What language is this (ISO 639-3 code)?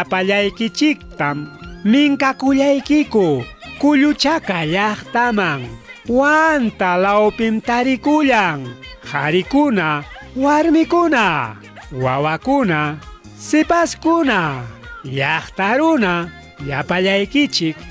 quy